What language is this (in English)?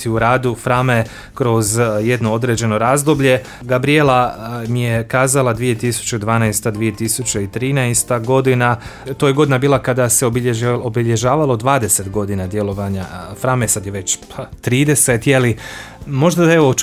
Croatian